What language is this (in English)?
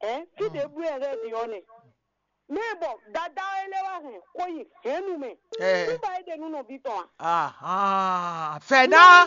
Fon